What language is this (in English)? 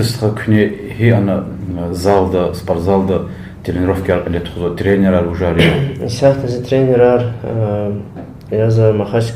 Lezghian